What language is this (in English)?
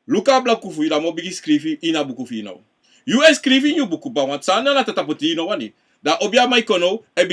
Sranan Tongo